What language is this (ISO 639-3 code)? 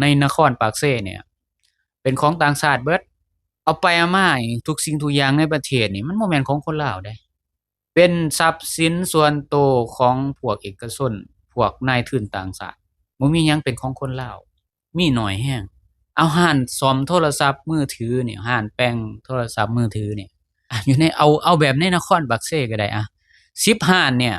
lao